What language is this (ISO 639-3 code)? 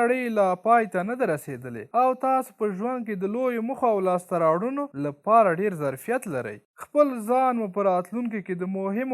pus